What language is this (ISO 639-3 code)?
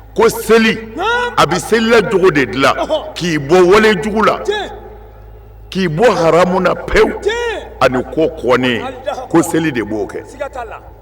bam